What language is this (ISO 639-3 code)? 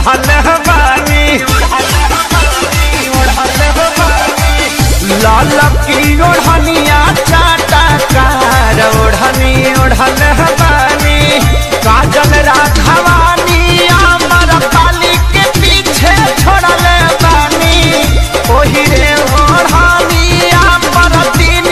bho